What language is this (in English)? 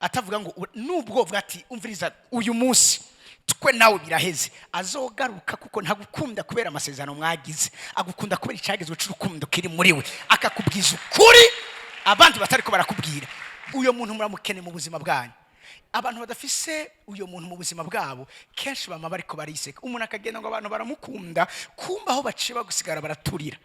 Rundi